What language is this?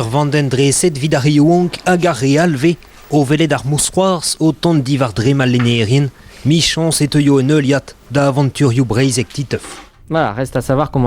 Breton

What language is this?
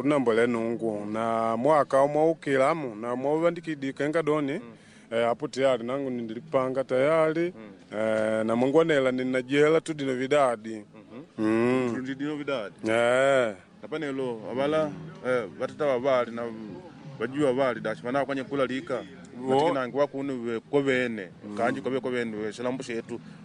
Makonde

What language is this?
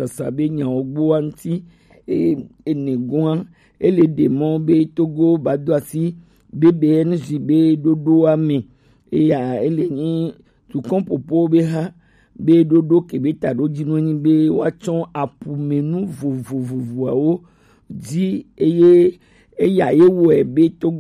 Gen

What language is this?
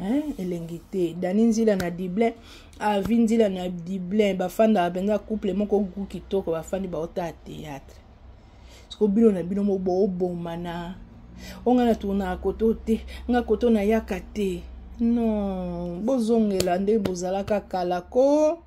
Lingala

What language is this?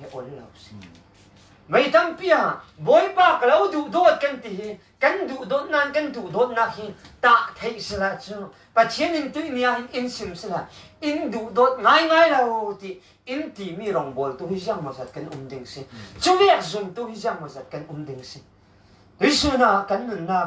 Falam Chin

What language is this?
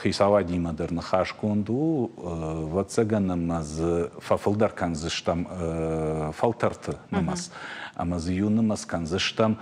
Ossetic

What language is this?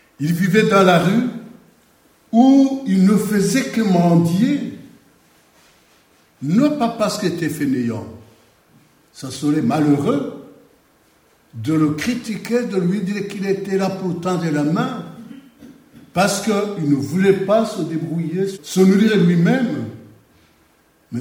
French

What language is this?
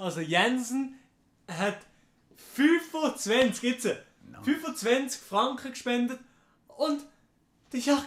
Swiss German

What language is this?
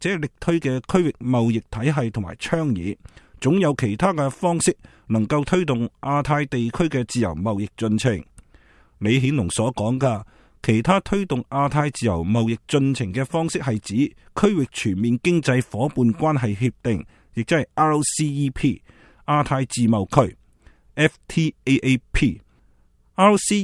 Cantonese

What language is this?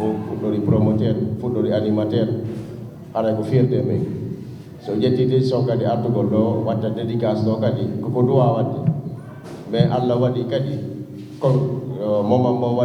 Fula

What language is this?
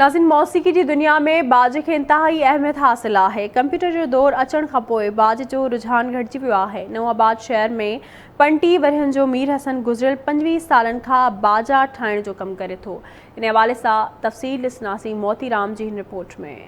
Sindhi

